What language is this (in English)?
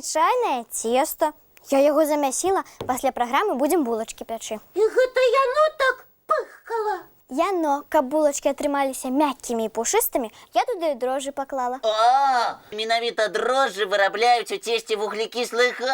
Belarusian